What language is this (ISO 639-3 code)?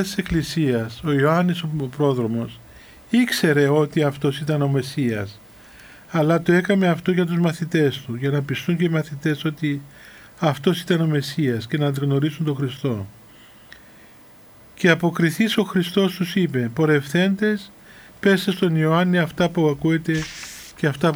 ell